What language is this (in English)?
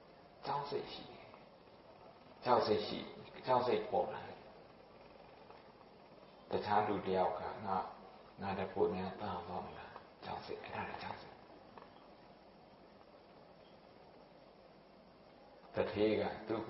Burmese